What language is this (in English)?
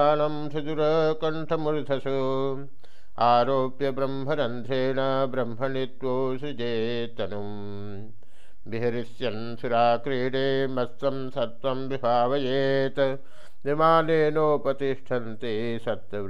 Sanskrit